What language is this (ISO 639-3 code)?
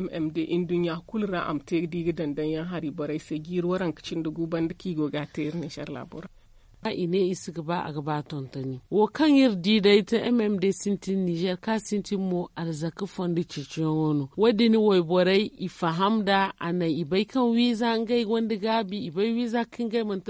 dje